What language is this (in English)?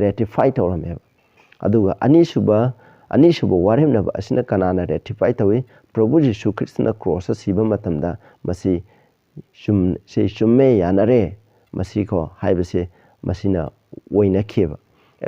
Manipuri